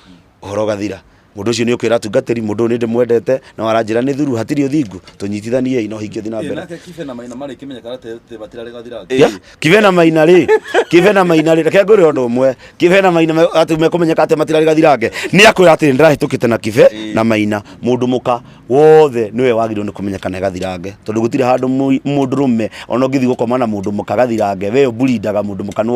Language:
Kikuyu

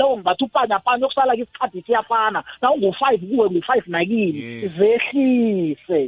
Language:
South Ndebele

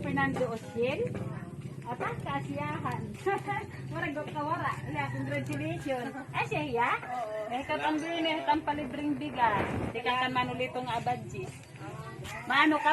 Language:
Waray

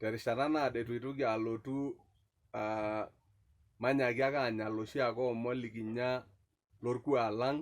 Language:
Masai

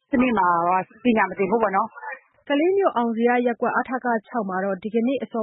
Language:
Burmese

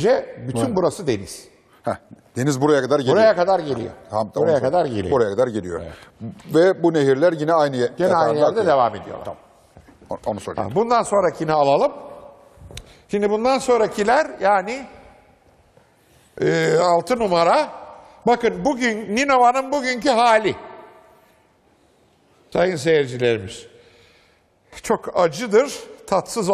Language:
Turkish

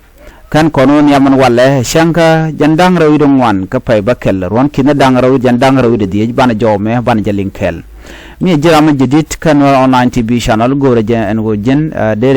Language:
Nuer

